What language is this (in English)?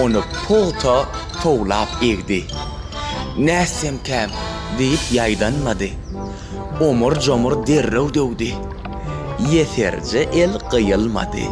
Turkmen